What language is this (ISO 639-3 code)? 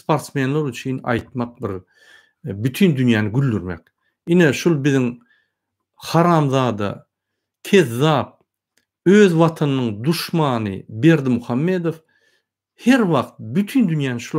tuk